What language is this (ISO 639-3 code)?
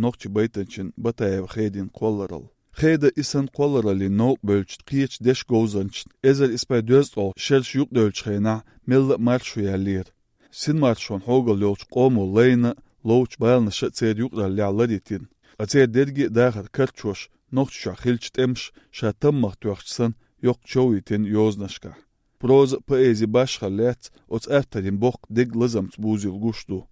che